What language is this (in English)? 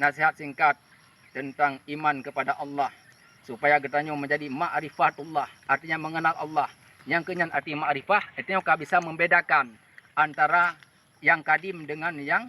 Achinese